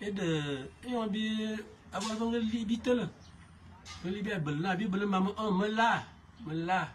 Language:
Fang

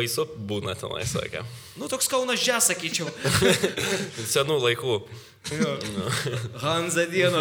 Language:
Lithuanian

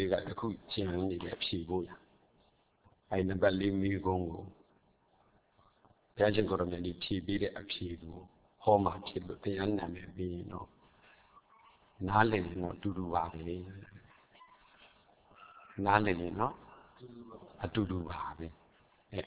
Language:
Burmese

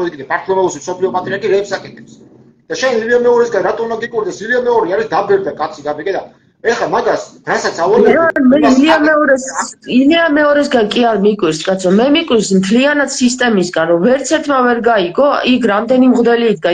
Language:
Georgian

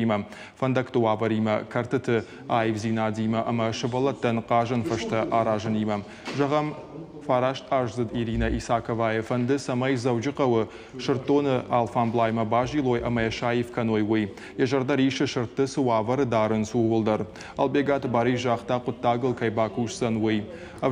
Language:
Ossetic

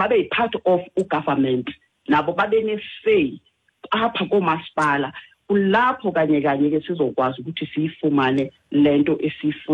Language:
Xhosa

